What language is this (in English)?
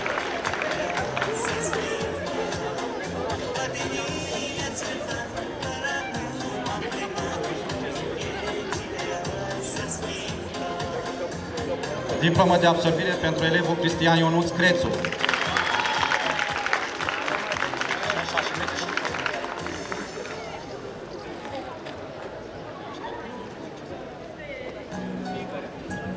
Romanian